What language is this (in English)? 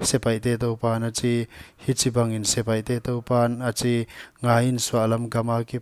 Paite Chin